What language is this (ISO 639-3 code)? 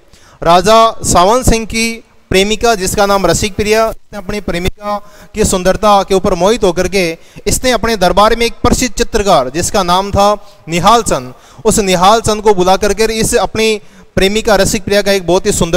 hin